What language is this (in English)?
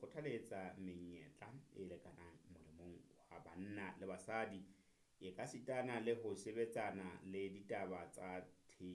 Southern Sotho